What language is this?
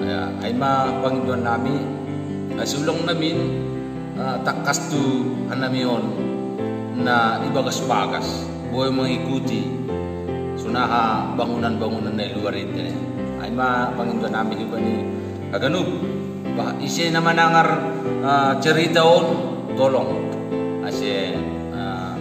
Batak Simalungun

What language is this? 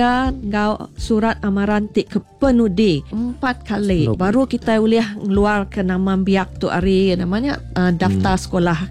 Iban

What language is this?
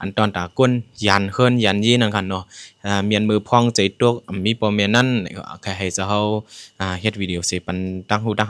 Shan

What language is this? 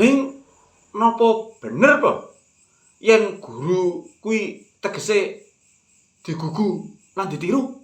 Javanese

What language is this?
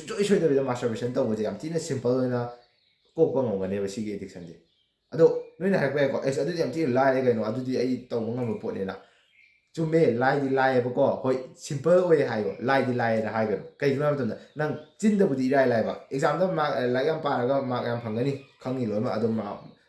Manipuri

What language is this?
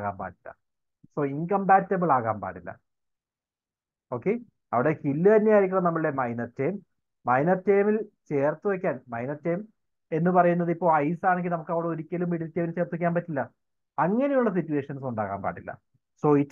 Malayalam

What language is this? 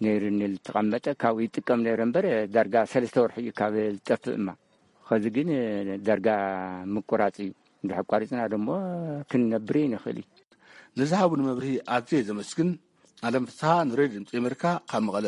Tigrinya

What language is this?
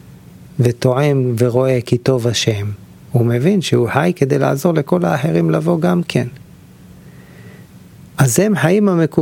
Hebrew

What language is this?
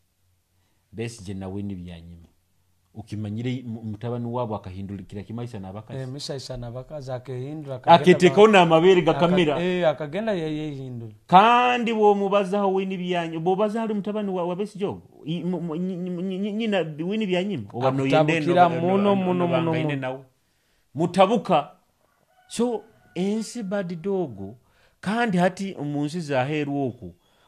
Nyoro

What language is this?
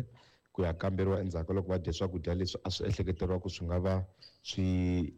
Tsonga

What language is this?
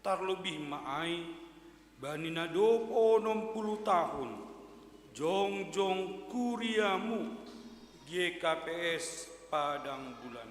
Batak Simalungun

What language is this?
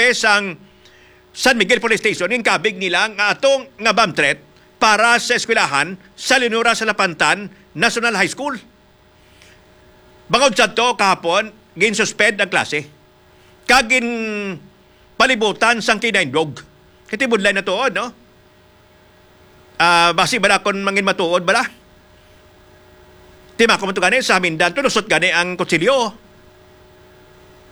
Hiligaynon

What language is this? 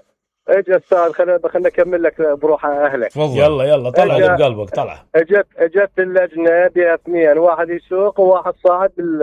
Mesopotamian Arabic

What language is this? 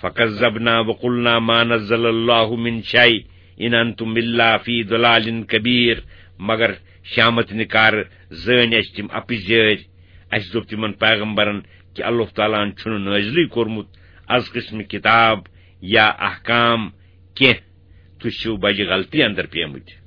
Kashmiri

